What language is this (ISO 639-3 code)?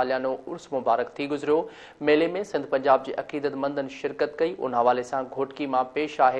snd